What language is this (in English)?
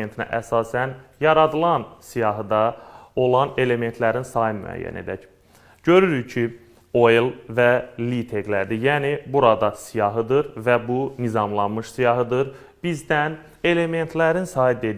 Azerbaijani